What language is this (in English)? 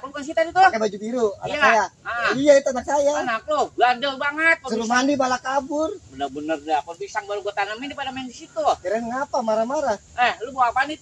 Betawi